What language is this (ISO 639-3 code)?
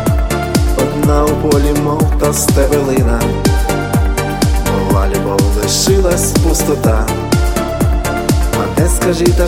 ukr